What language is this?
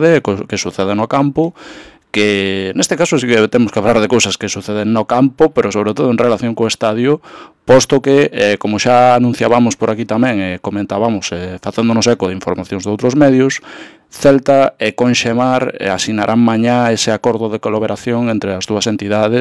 Galician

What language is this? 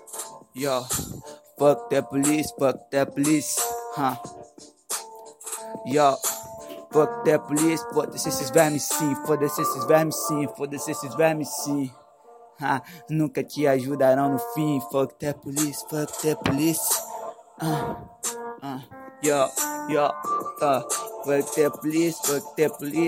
Portuguese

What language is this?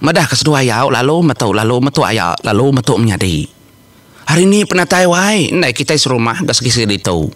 Iban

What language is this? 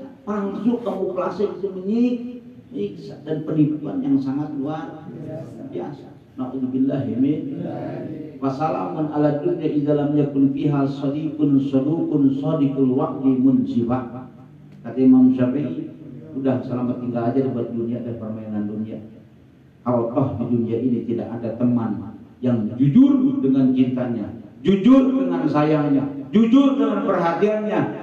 Indonesian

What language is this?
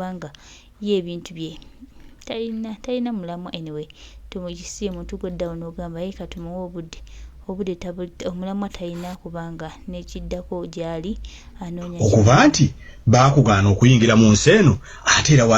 Ganda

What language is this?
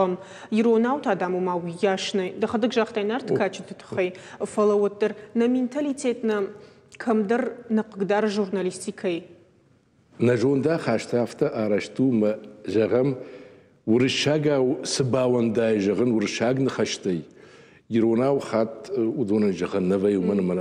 Ossetic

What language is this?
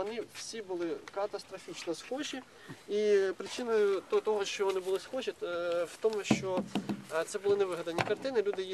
Ukrainian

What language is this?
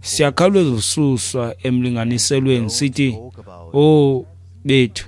Xhosa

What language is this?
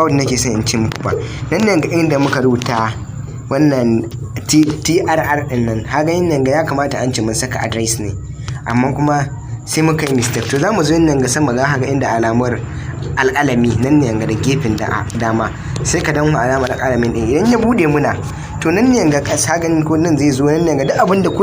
Hausa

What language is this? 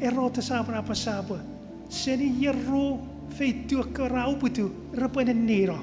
Chuukese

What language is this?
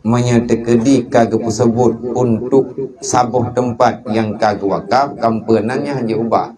Achinese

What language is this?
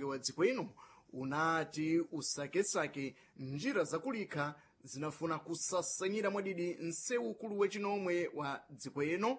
Sena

